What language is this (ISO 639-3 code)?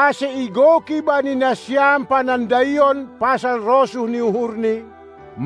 bts